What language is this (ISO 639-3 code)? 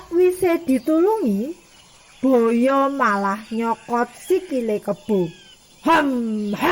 jav